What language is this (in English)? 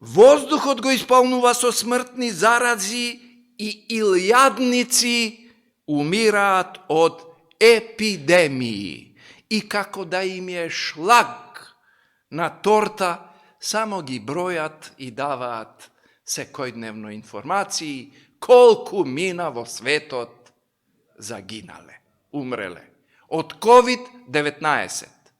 Macedonian